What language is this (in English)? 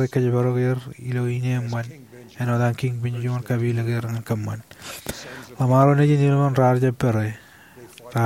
Marshallese